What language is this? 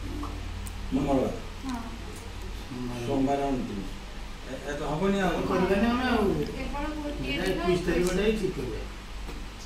Odia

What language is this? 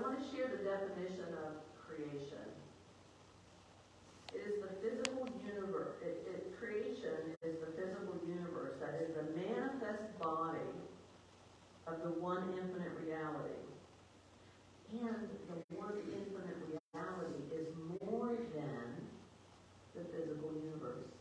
English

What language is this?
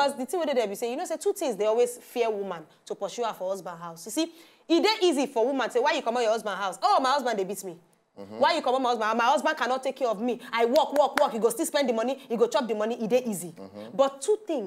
Nigerian Pidgin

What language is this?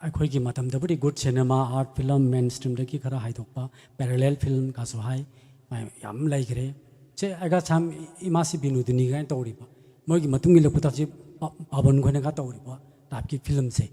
Manipuri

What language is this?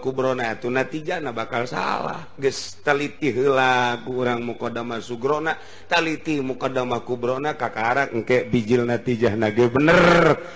Sundanese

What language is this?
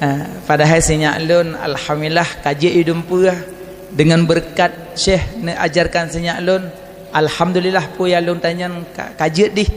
Achinese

